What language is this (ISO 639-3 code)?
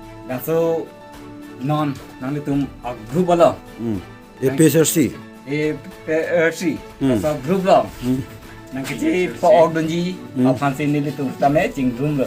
mjw